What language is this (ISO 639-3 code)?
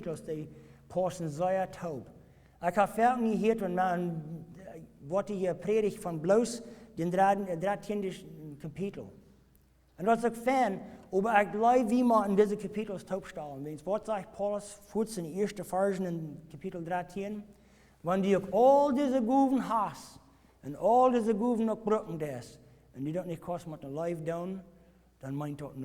pdt